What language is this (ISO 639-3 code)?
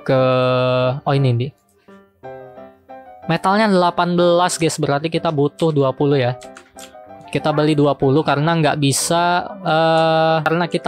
ind